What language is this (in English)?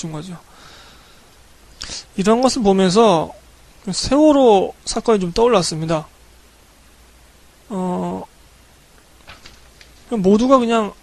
Korean